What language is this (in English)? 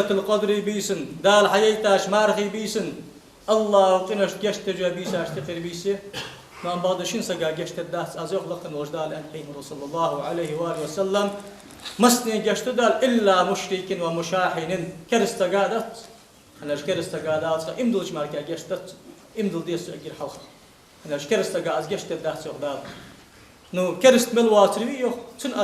Ingush